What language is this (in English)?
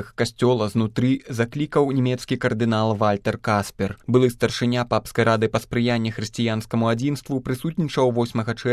Belarusian